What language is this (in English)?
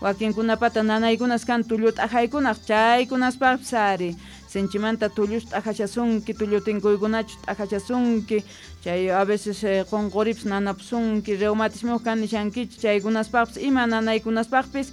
Quechua